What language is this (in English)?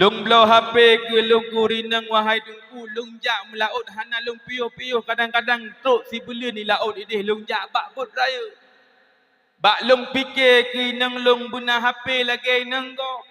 Achinese